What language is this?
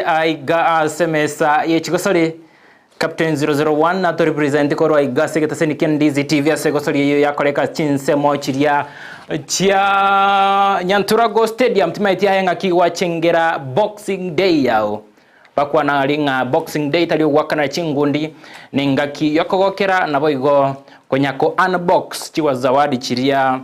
Gusii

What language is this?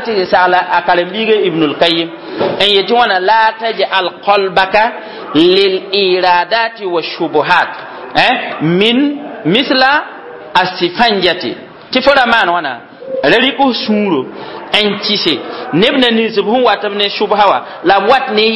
Mossi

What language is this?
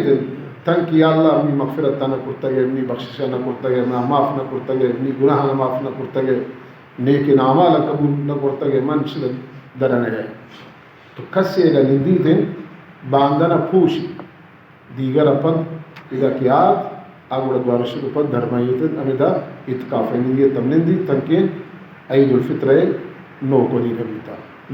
Baluchi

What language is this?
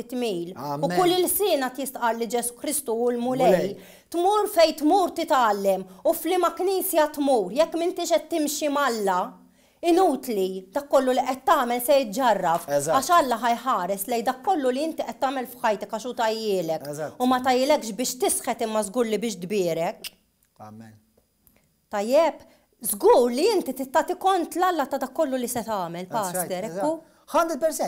Maltese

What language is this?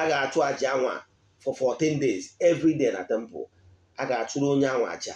Igbo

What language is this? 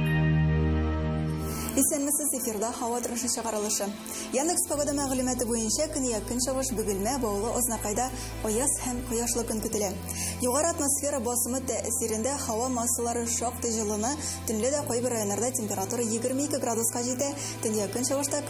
Tatar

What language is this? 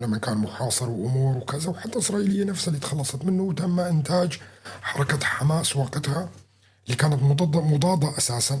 North Levantine Arabic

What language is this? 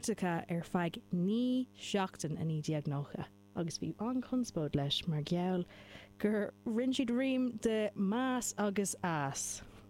Irish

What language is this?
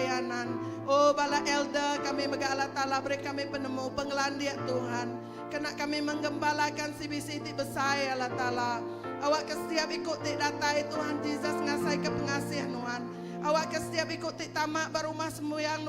Iban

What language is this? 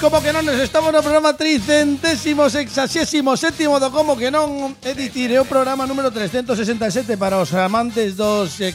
Galician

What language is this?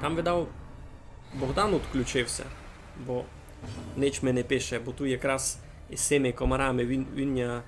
Rusyn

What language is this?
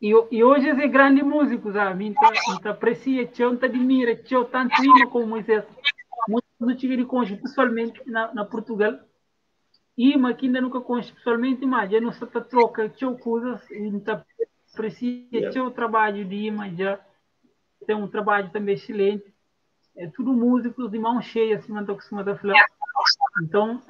Kabuverdianu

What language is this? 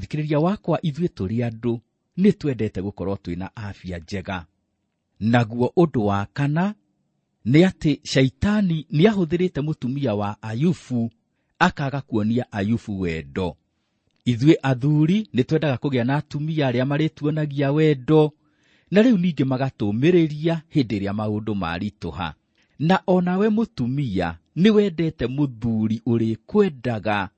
Kikuyu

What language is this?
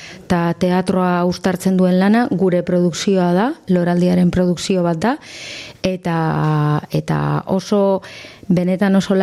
Basque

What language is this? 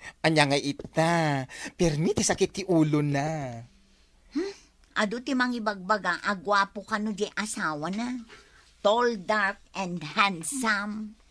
Iloko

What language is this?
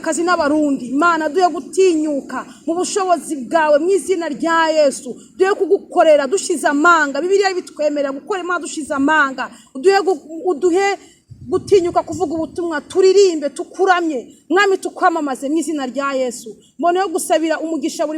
Kinyarwanda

